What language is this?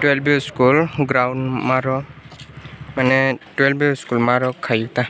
Kok Borok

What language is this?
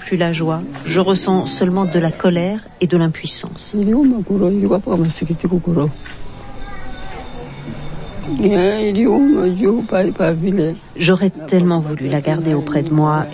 French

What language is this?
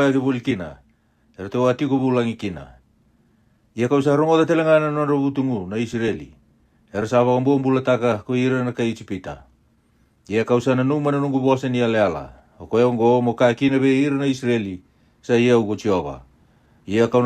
Fijian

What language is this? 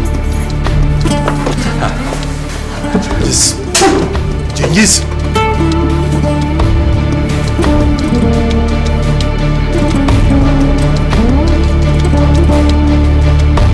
Turkish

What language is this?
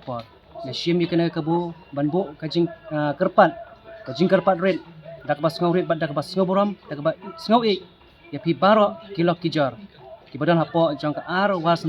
Khasi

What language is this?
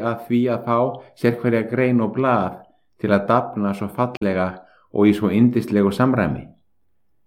Icelandic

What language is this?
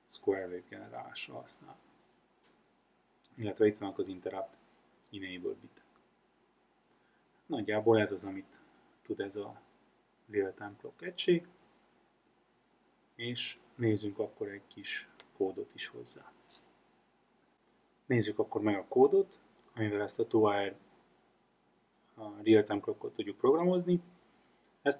Hungarian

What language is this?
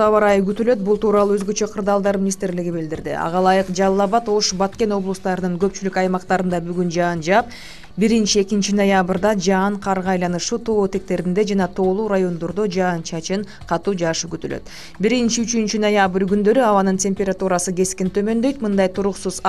Kyrgyz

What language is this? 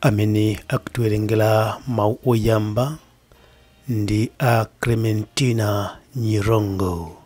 Nyanja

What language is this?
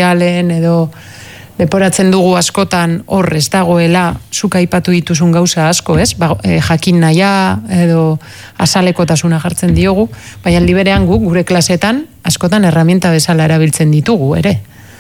Basque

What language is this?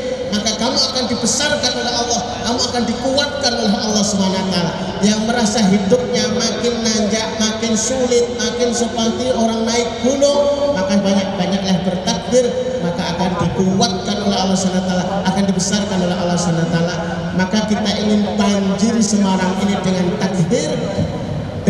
Indonesian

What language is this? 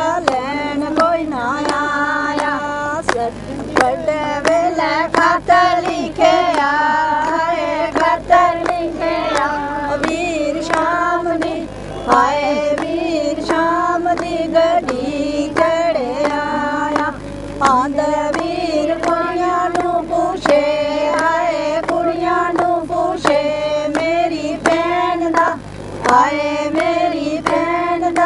Dogri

